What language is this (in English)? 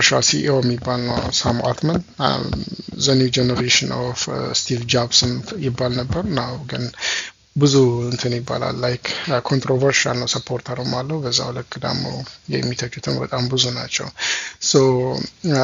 Amharic